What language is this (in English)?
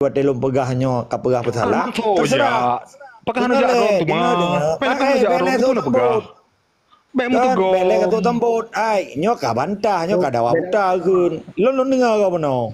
Achinese